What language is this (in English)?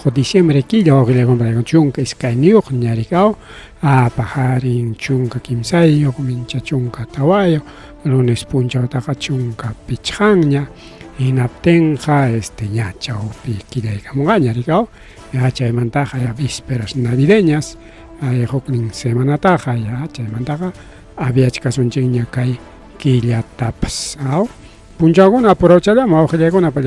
Ayacucho Quechua